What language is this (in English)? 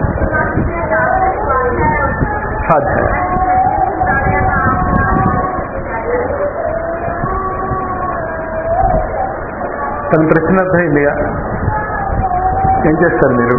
Telugu